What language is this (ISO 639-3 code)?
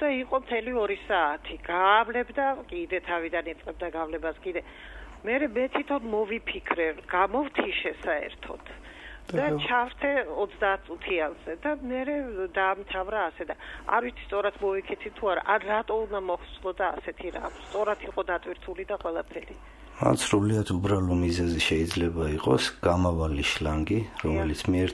kat